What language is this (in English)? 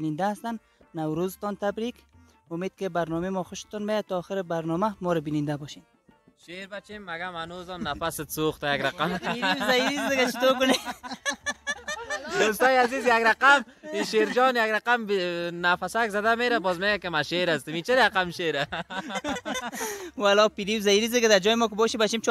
Persian